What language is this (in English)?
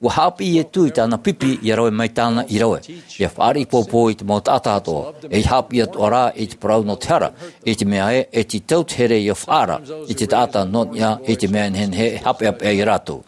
Tahitian